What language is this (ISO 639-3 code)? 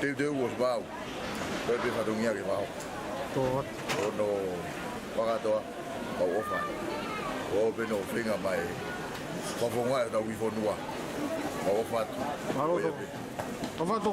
ton